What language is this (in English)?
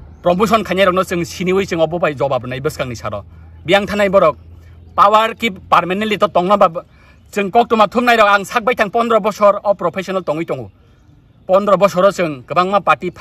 Kok Borok